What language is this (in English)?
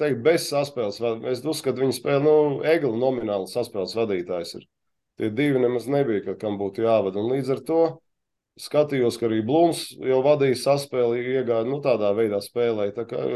Latvian